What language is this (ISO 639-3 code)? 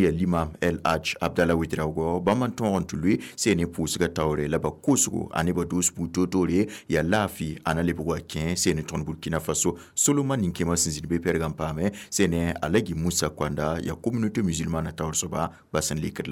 mos